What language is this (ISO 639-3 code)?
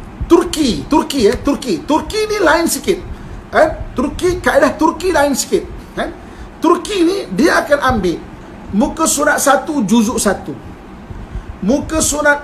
msa